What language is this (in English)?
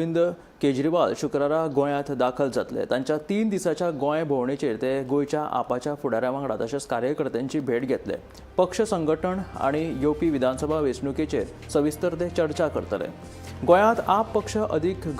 Konkani